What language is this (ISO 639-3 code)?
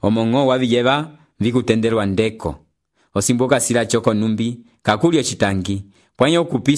umb